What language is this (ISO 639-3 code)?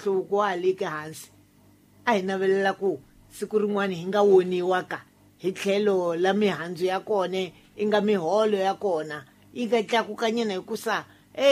tso